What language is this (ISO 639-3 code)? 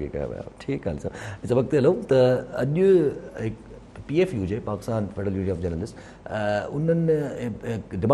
snd